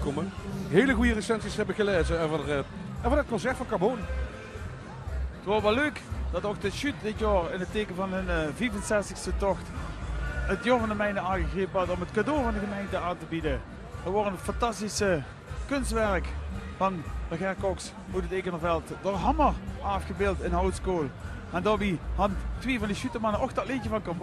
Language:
Limburgish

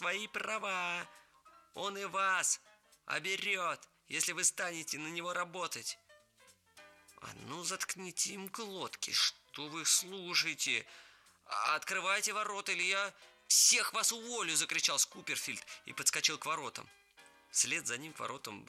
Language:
Russian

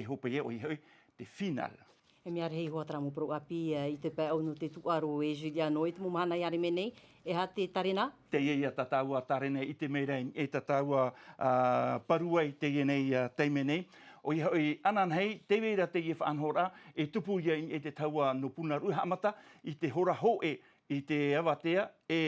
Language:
Tahitian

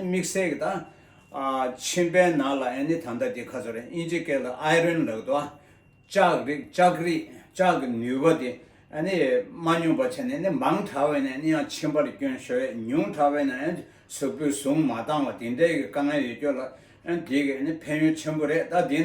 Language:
Tibetan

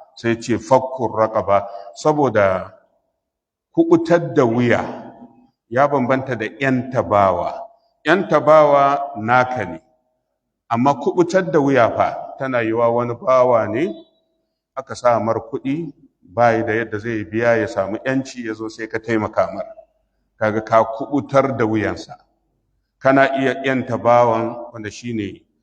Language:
Hausa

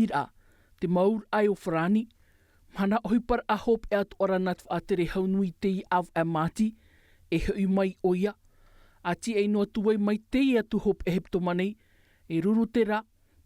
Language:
Tahitian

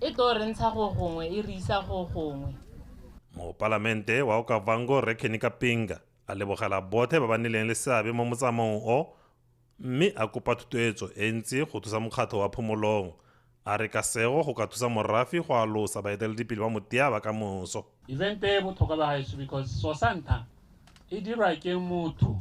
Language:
Tswana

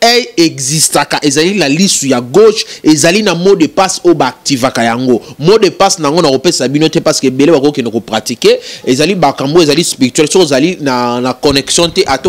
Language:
Lingala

